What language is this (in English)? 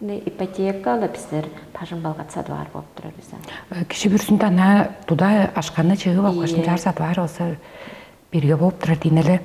Tuvinian